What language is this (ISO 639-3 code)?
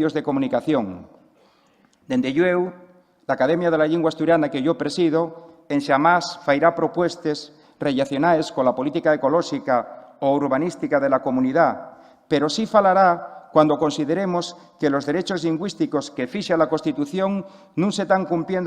ast